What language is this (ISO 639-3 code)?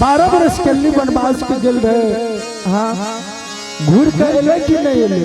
anp